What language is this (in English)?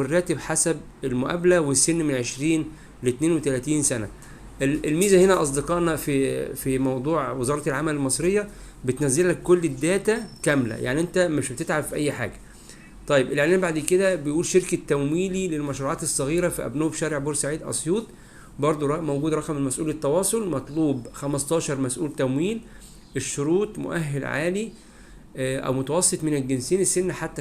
Egyptian Arabic